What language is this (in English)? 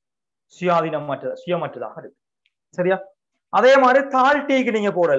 Tamil